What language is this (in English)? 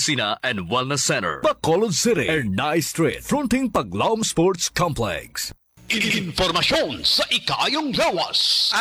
Hiligaynon